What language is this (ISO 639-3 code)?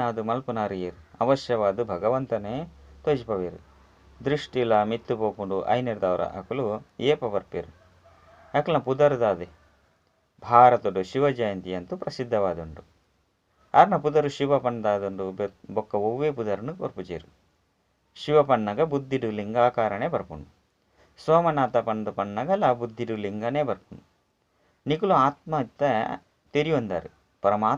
tcy